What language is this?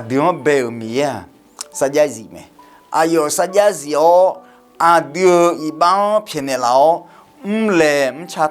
Akha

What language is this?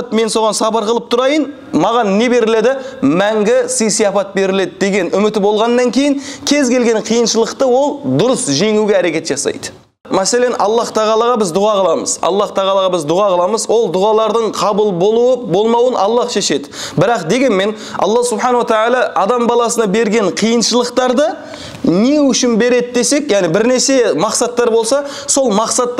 Kazakh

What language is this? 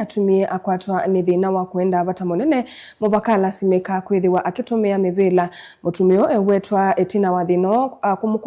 Kamba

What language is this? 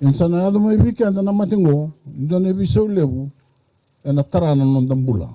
Fijian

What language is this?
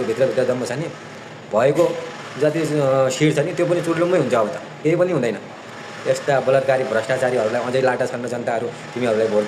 Nepali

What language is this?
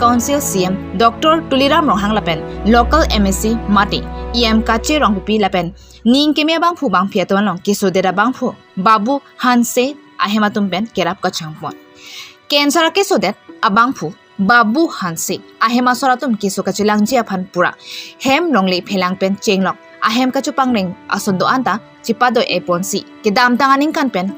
Karbi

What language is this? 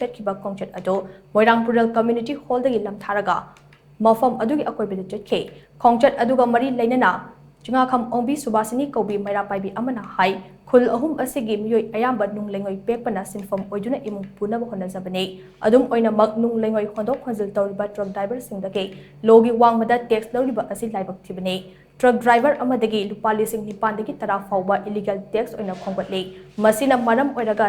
Manipuri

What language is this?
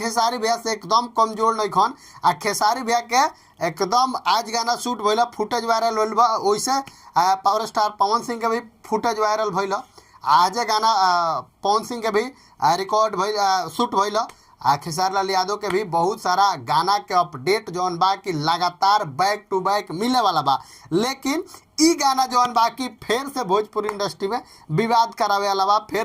Bhojpuri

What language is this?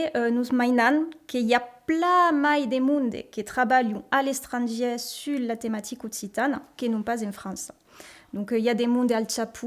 Occitan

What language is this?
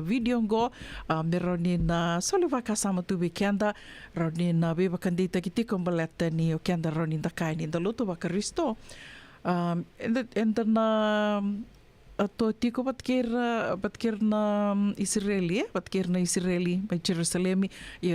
Fijian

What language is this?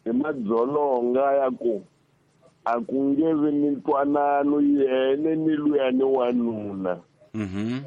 Tsonga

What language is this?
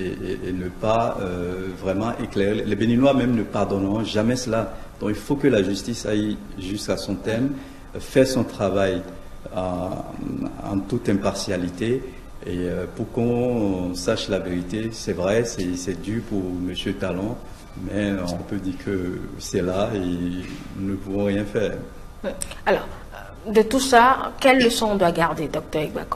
French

